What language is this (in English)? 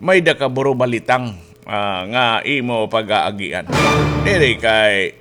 Waray